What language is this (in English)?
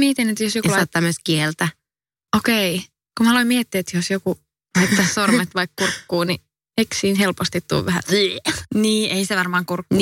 Finnish